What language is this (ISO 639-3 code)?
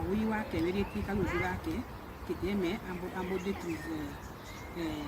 tll